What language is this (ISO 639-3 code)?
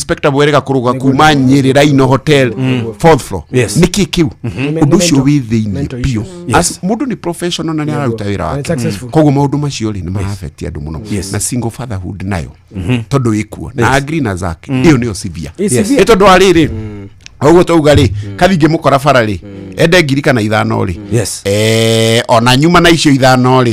kik